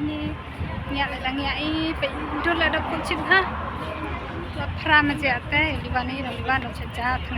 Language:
Khasi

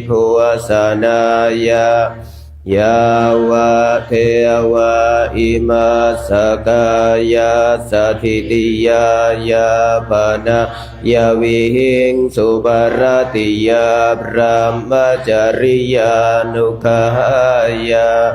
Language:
Pali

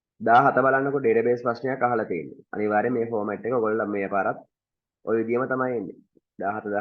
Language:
Sinhala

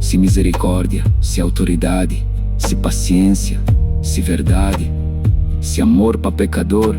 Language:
Kabuverdianu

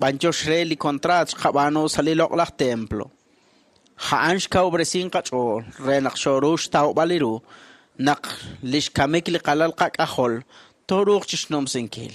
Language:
Kekchí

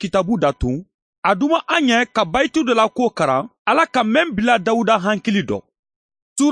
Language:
Mandingo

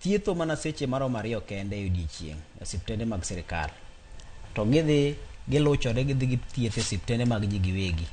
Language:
Luo (Kenya and Tanzania)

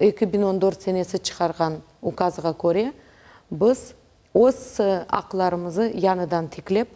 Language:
Crimean Tatar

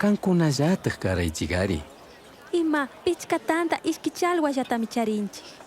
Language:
Chimborazo Highland Quichua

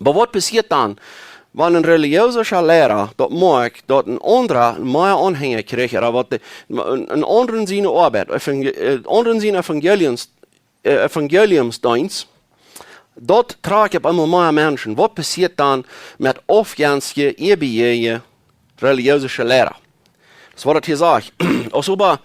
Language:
Plautdietsch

